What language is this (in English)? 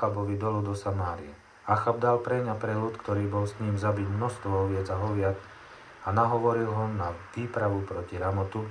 Slovak